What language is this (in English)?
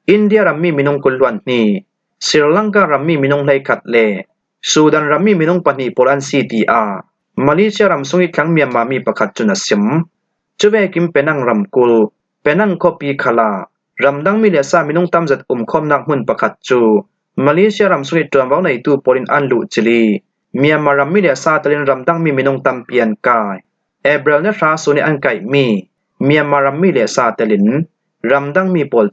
Falam Chin